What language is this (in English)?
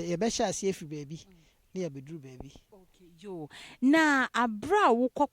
Akan